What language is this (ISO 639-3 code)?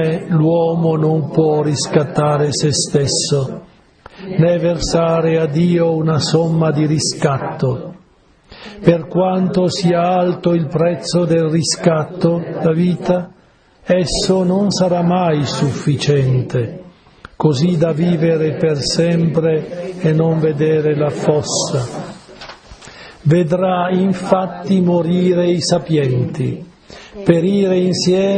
ita